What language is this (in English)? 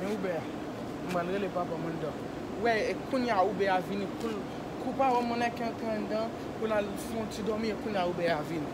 Haitian Creole